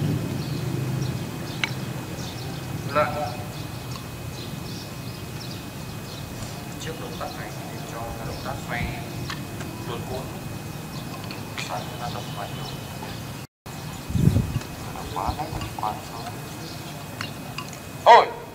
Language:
Vietnamese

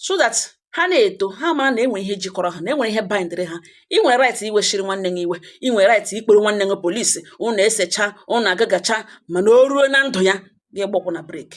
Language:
Igbo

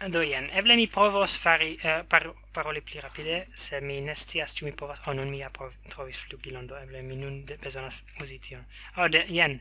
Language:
Esperanto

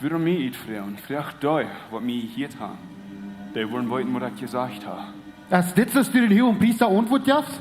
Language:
Plautdietsch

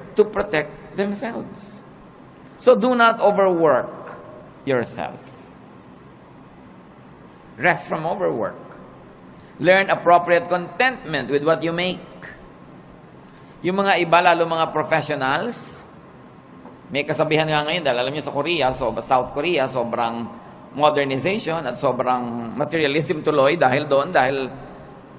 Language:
Filipino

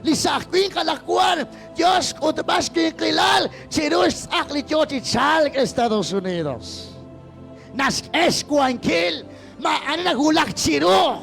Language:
Kekchí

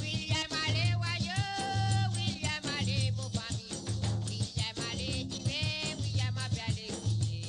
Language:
Morisyen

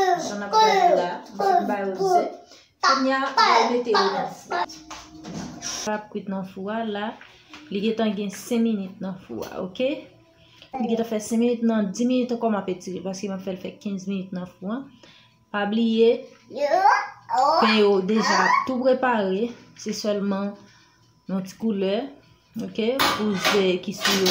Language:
Haitian Creole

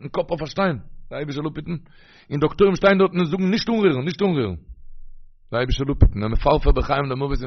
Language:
Yiddish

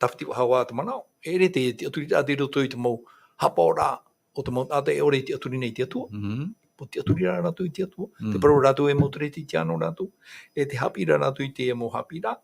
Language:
Tahitian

